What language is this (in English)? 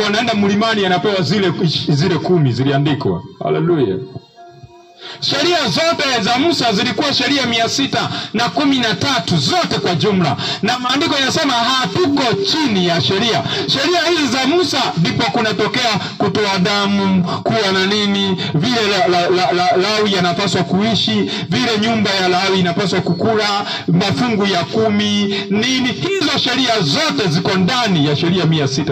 Swahili